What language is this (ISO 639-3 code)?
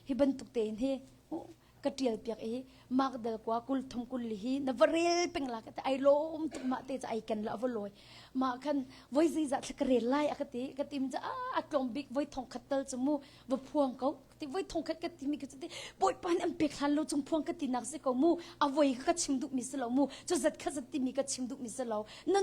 cnh